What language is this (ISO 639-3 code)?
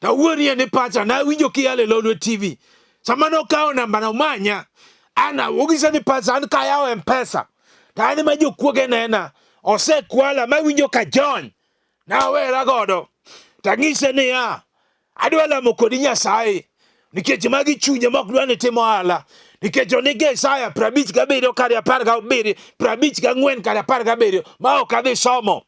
luo